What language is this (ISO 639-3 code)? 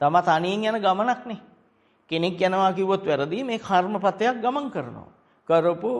sin